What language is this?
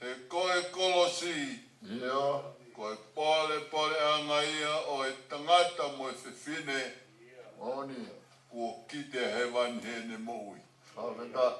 Tongan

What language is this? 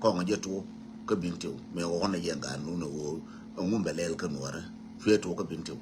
Nuer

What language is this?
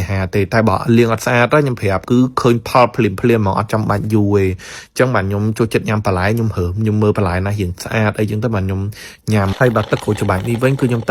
Khmer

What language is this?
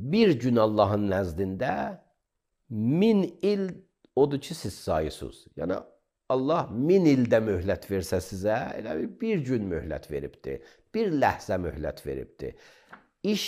Azerbaijani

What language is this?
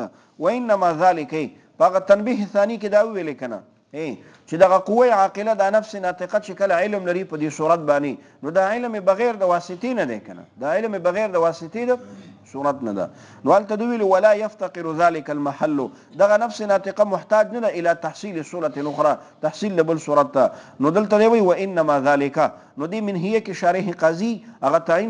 Pashto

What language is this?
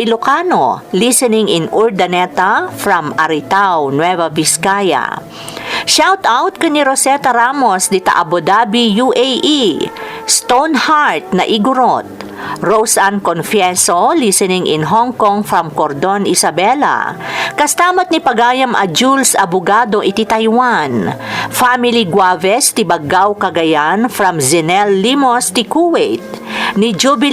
Iloko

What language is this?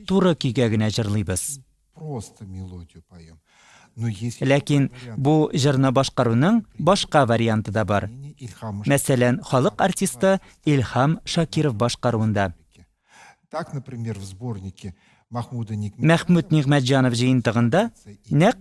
Tatar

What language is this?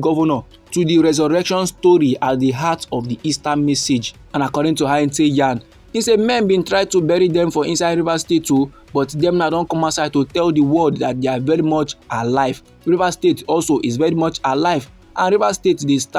Nigerian Pidgin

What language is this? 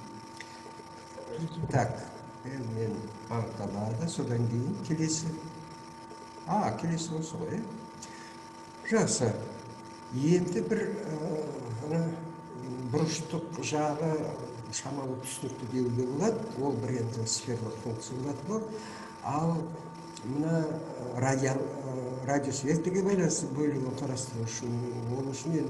Kazakh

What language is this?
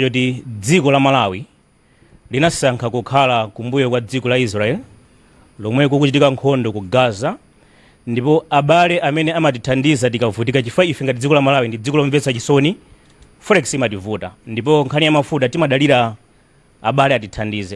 Nyanja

